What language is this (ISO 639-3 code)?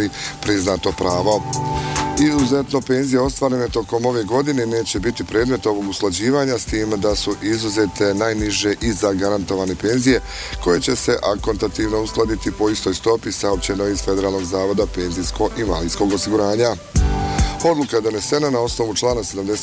bos